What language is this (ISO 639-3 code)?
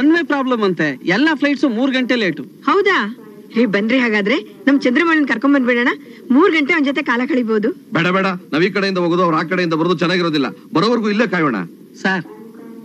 kan